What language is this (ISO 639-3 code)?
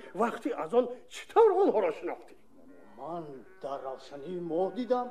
tgk